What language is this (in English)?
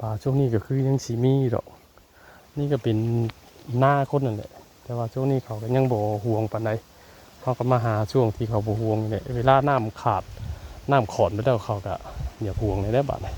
Northeastern Thai